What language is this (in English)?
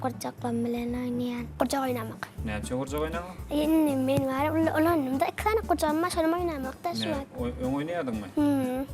Turkmen